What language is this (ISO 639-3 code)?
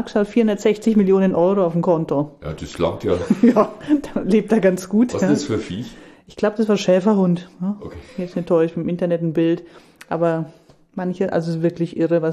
deu